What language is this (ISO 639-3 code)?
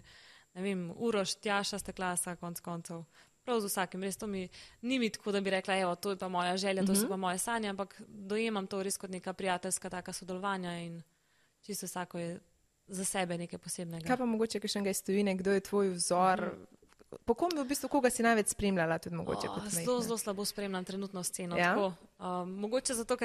slv